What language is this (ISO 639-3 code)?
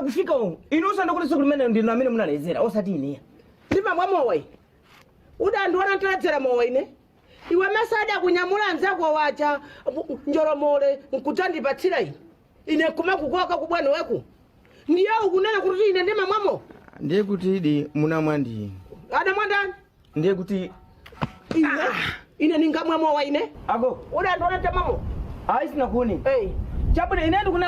nya